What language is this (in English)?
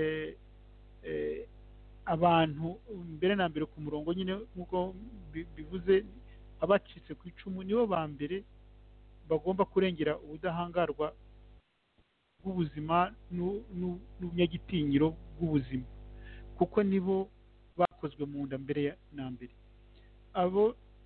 Kinyarwanda